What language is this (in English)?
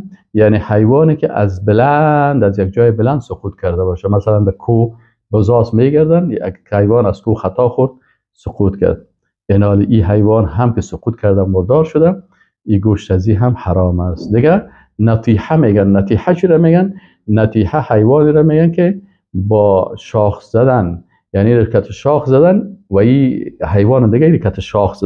Persian